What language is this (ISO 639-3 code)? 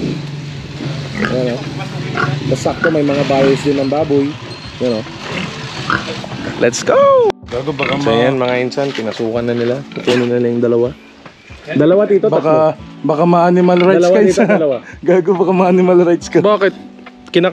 fil